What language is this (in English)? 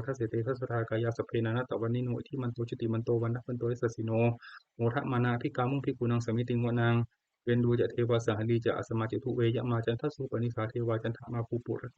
Pali